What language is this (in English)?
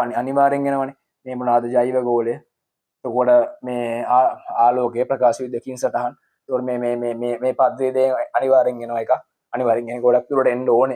Sinhala